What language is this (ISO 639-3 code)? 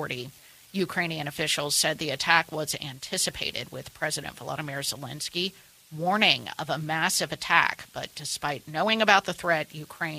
eng